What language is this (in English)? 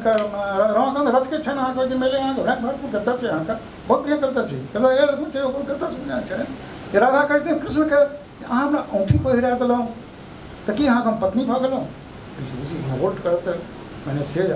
Maithili